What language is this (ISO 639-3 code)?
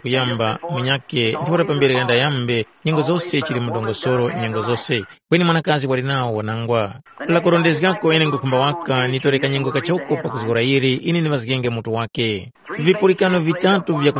tum